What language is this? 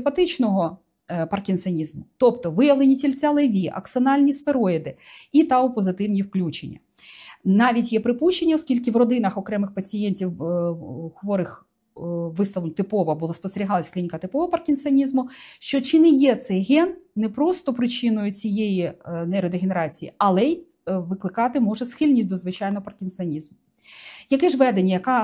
Ukrainian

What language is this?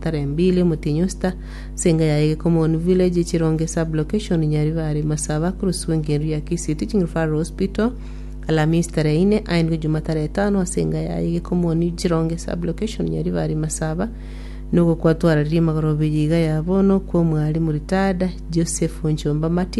Gusii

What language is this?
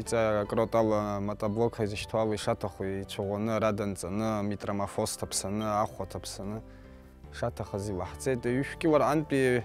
Abkhazian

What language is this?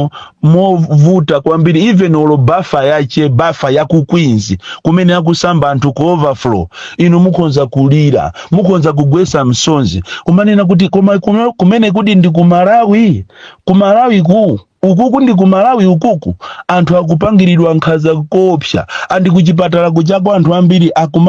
Nyanja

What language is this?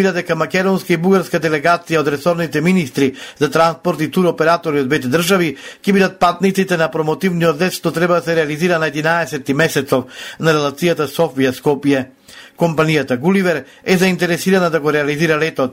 Macedonian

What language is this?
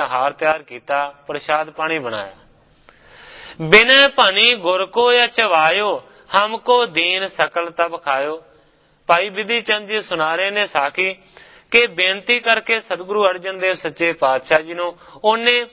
Punjabi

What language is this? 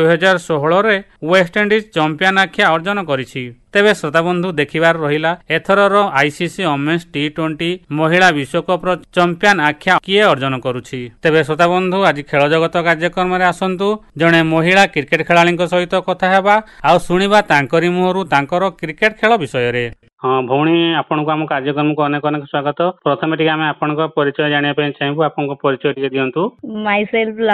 Odia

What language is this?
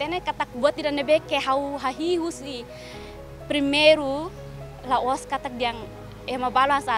Tetum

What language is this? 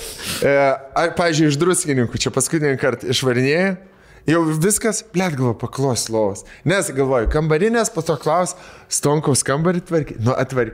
Lithuanian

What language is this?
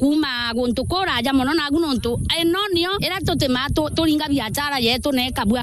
Meru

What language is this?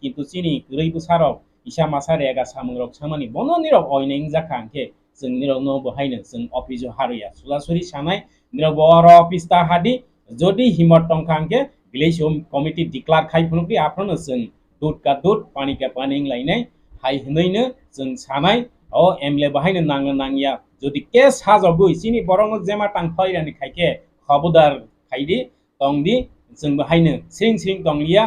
Kok Borok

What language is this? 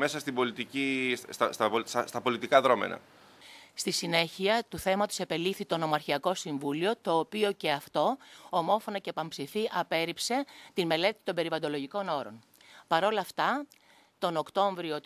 Greek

